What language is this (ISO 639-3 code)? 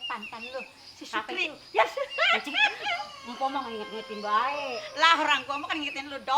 bew